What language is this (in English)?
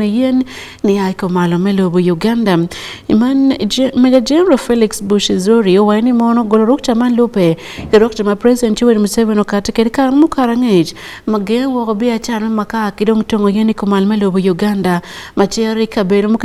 Acoli